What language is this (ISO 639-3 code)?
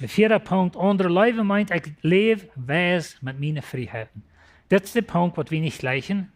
pdt